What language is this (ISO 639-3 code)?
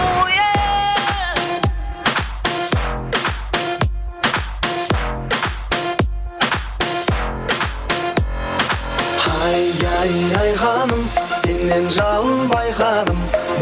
kaa